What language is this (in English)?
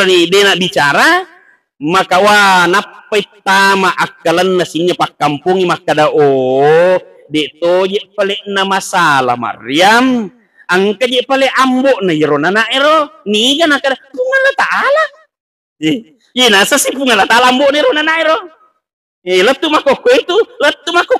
Buginese